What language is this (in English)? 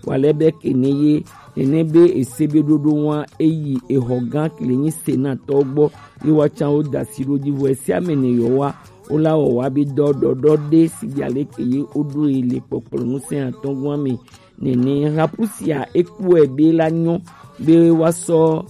Gen